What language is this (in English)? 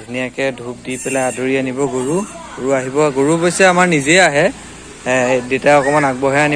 Assamese